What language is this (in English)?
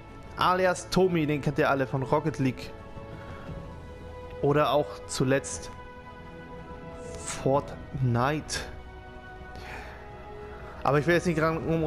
German